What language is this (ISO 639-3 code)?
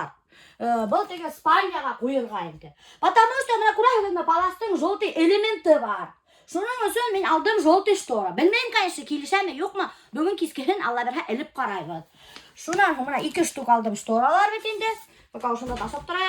bak